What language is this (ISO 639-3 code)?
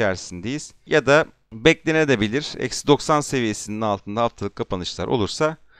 tur